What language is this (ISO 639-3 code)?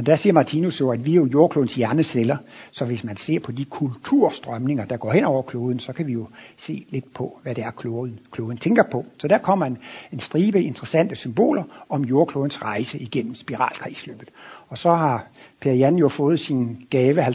dan